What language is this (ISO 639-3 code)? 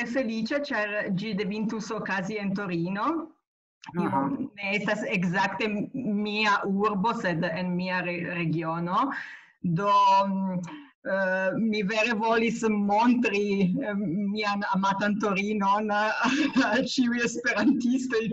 epo